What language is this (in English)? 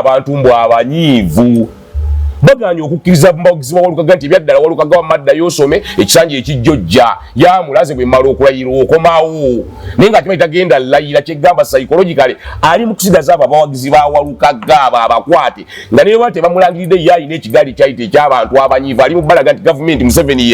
Ganda